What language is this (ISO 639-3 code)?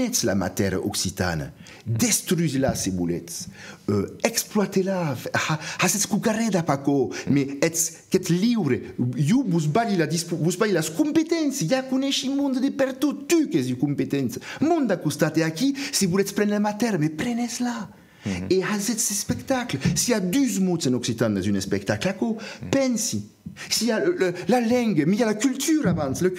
oci